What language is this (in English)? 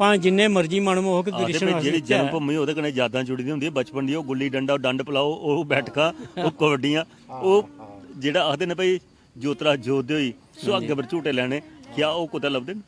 Dogri